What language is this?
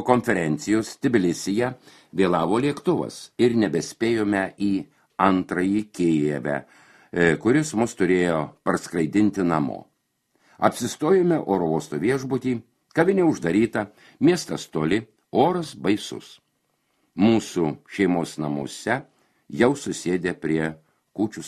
Lithuanian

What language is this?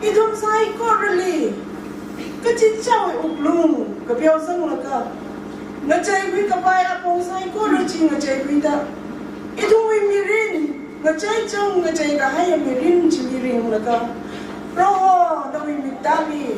Tangkhul Naga (India)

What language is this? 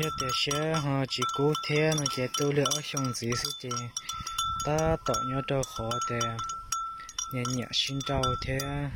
Hmong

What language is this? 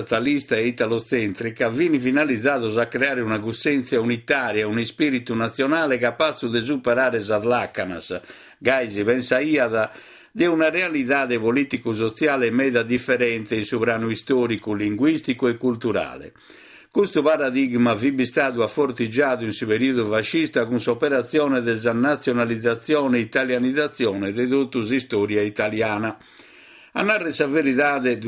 Sardinian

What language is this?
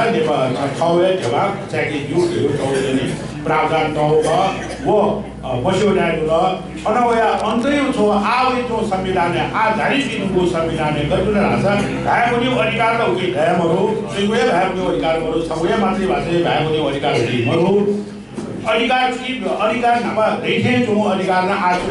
Newari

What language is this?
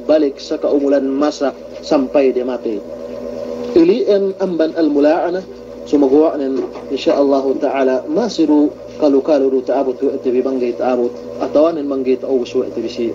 Yakan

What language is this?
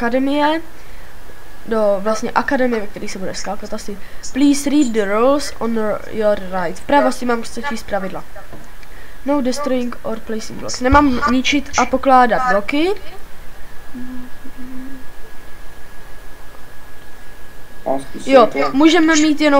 Czech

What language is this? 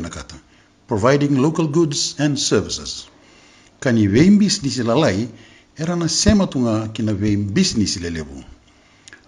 Fijian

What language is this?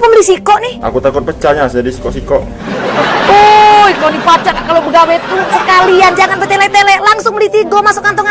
Musi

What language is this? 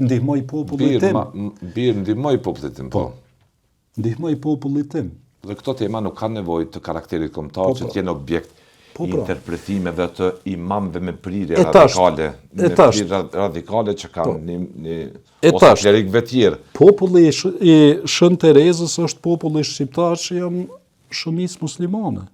Albanian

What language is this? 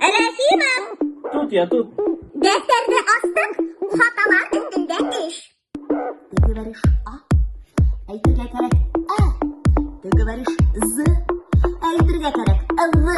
Bashkir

